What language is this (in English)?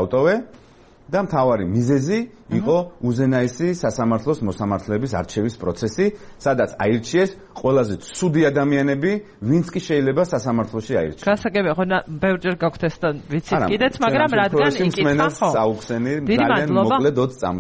Georgian